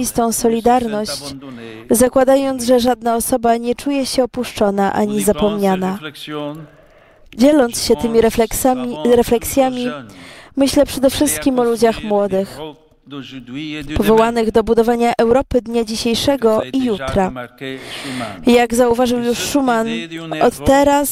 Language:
Polish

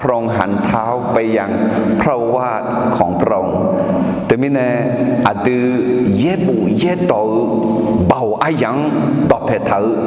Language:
Akha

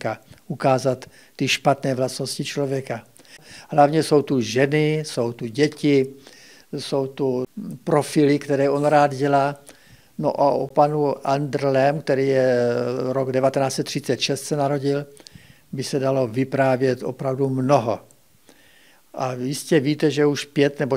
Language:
Czech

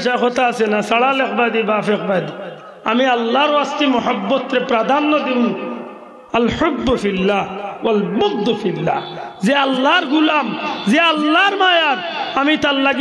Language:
Sylheti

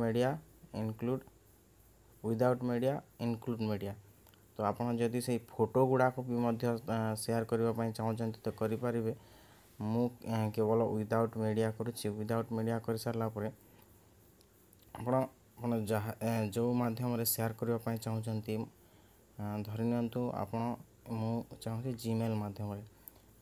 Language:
Odia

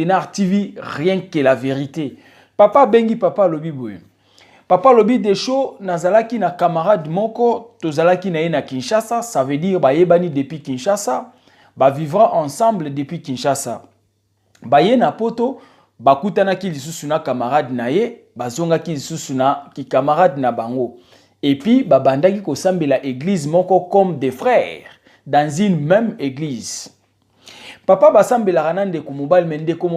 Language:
Lingala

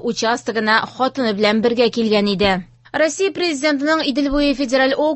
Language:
Tatar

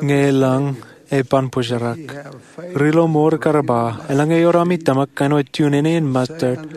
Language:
Marshallese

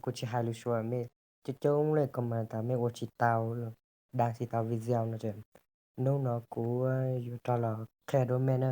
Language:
Hmong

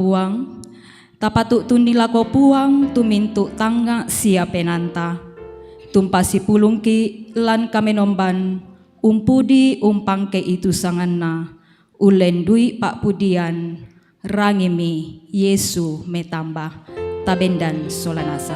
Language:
Toraja-Sa'dan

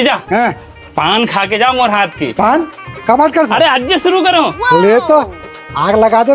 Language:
Chhattisgarhi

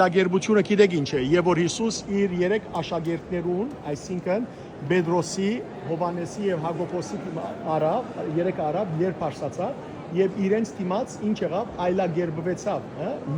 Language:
Western Armenian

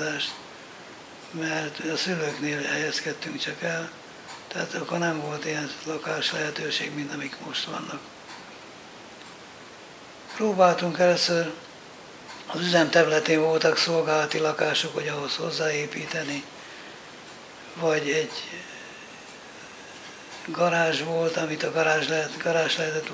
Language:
Hungarian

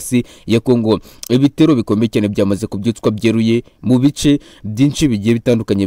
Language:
Kinyarwanda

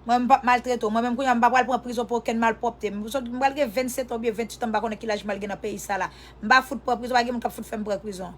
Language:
Haitian Creole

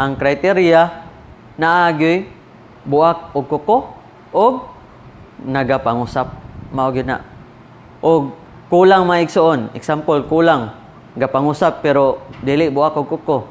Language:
Cebuano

